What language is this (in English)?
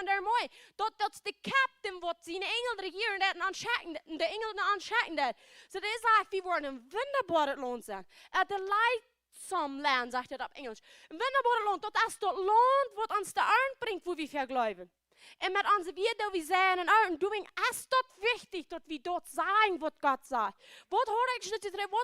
Plautdietsch